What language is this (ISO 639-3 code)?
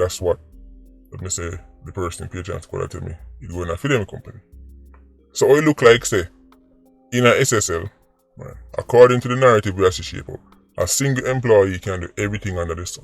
jam